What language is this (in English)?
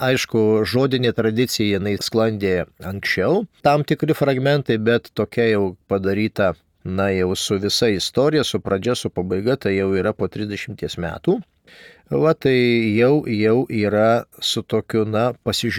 Lithuanian